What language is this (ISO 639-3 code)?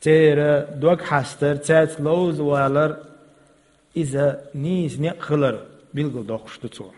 che